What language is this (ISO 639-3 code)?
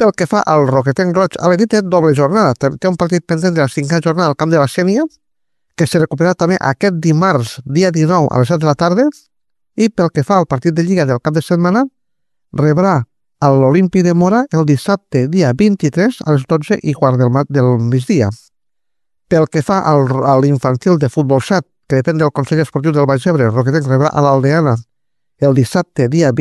cat